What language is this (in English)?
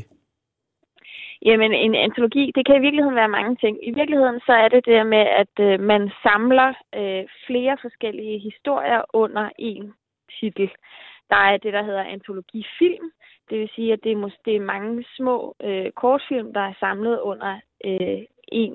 Danish